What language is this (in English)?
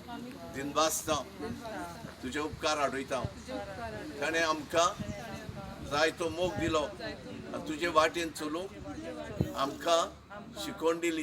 Konkani